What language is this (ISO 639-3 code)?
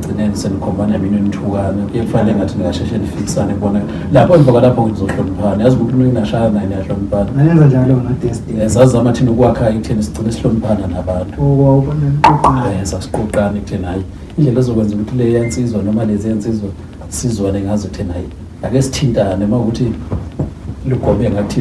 zul